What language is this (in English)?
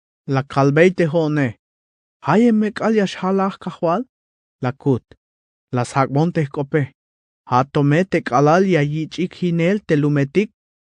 Tzeltal